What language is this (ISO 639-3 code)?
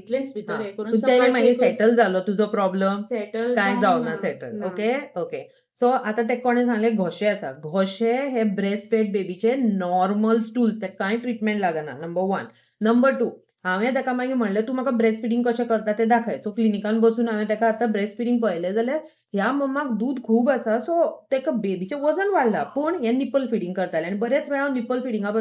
kok